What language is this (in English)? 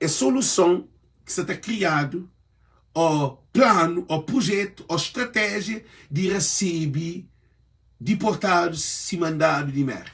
Kabuverdianu